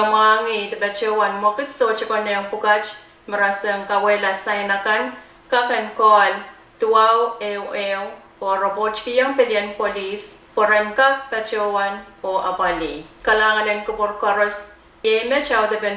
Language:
Pohnpeian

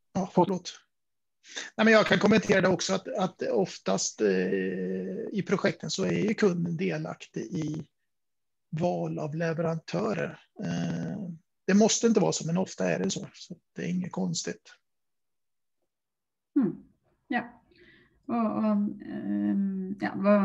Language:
Swedish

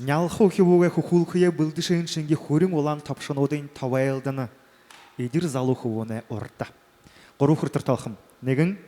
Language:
Buriat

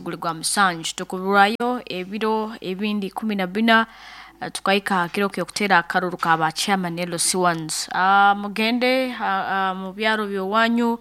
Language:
Nyoro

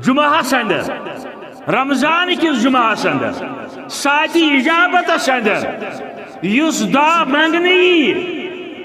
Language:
Kashmiri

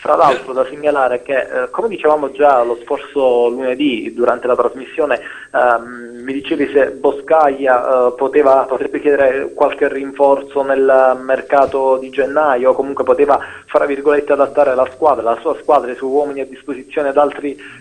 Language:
Italian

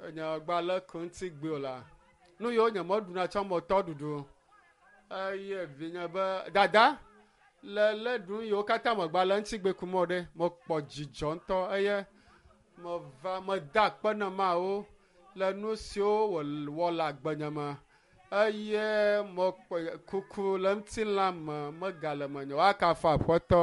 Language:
Ewe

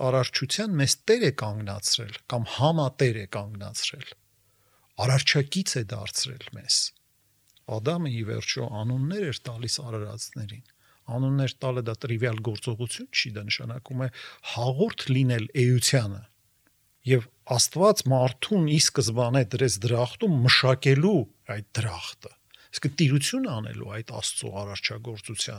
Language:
Armenian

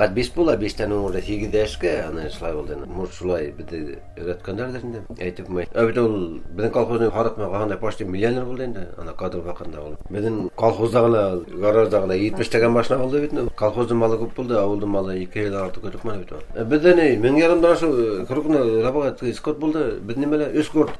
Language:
Bashkir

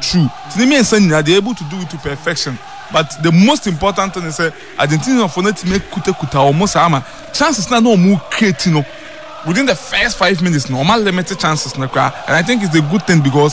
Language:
Akan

